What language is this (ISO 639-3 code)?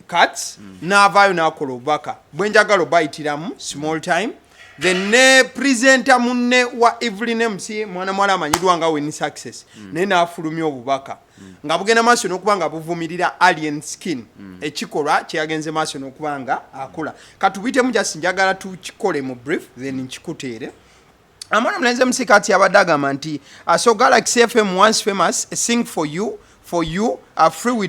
lug